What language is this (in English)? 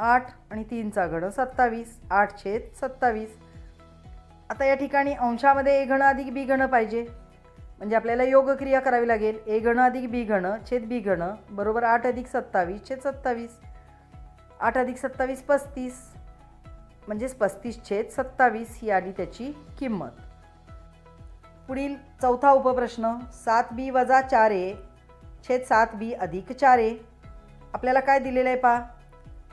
Marathi